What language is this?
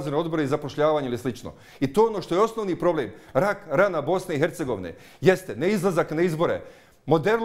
Bosnian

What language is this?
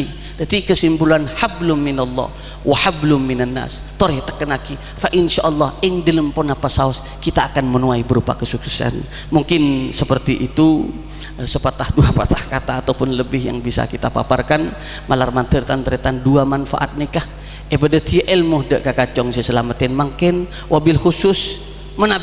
Madurese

